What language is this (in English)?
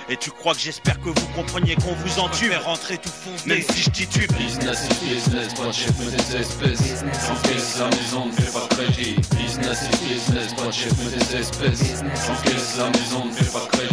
French